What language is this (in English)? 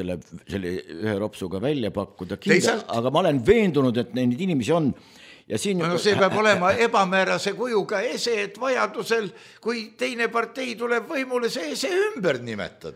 Estonian